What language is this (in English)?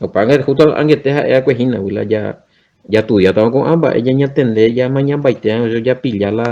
Guarani